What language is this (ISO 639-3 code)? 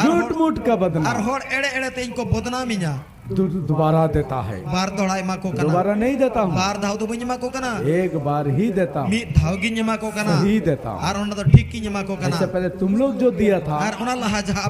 sat